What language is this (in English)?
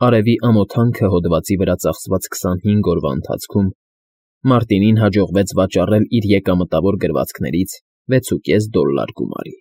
Armenian